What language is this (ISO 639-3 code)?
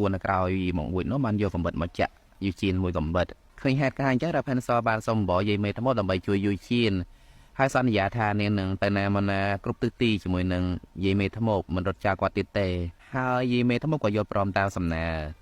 khm